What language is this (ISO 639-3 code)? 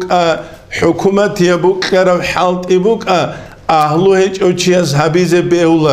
ava